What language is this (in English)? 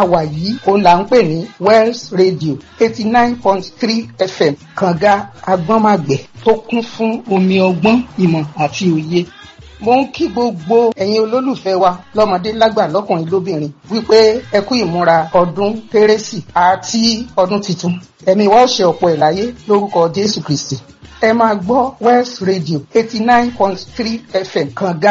Yoruba